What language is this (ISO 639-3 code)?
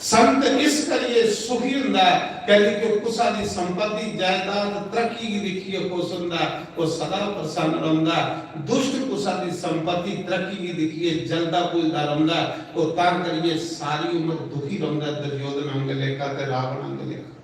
doi